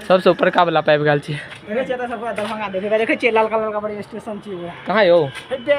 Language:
Maithili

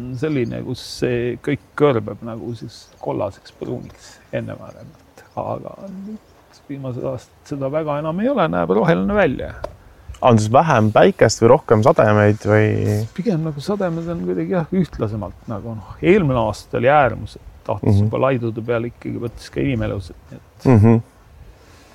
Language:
Estonian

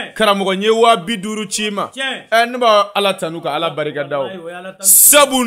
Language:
Bambara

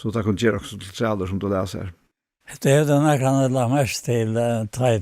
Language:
Faroese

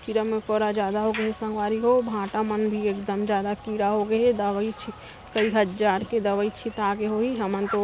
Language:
Chhattisgarhi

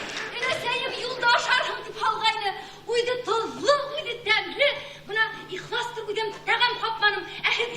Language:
Bashkir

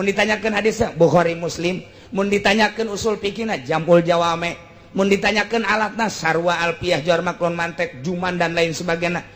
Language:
Sundanese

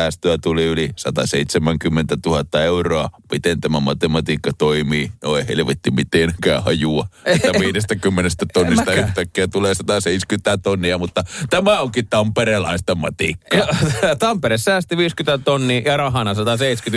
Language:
Finnish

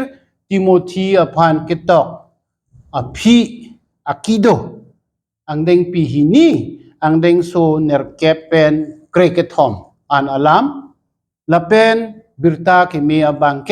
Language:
Karbi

